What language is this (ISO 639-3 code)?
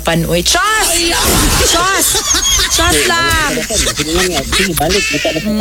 ceb